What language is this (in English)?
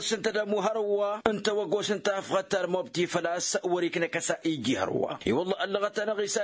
Tamasheq